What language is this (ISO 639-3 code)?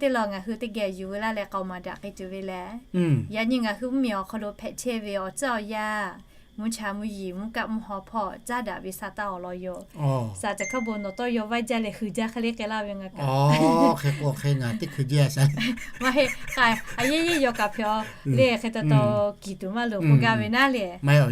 lhu